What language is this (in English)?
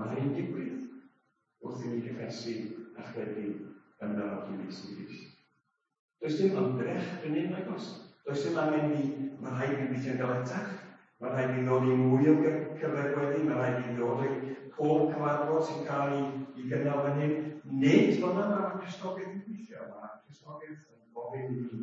Welsh